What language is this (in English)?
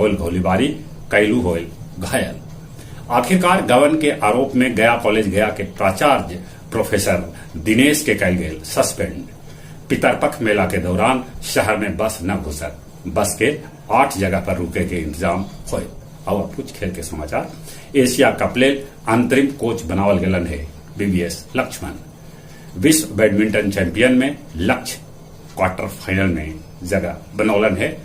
Magahi